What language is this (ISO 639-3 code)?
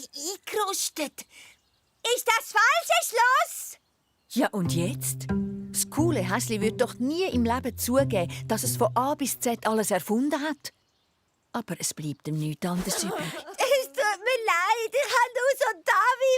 gsw